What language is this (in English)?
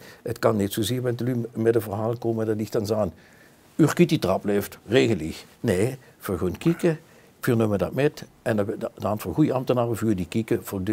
Limburgish